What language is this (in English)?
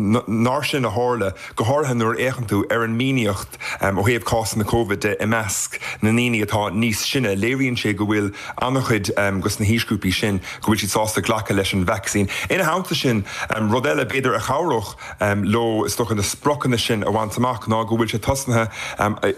Irish